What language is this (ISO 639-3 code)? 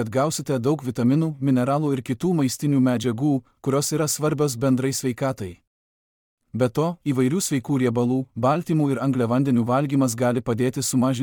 lit